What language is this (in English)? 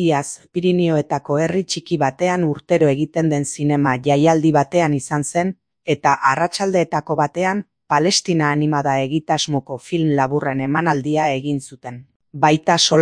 Basque